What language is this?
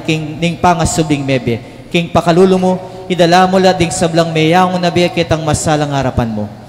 Pampanga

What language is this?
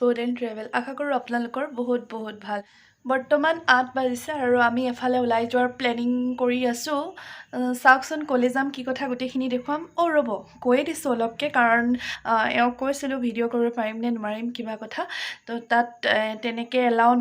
Assamese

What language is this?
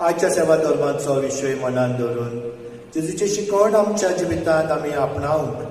Konkani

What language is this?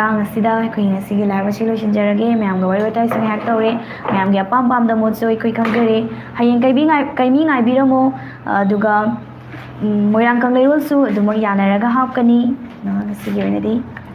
Manipuri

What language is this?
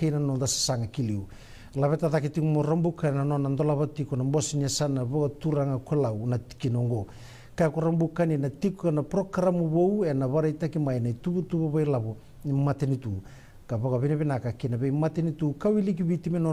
Fijian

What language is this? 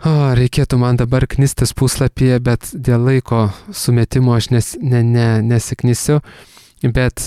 Lithuanian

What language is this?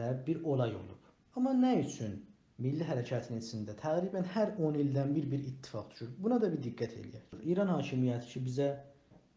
South Azerbaijani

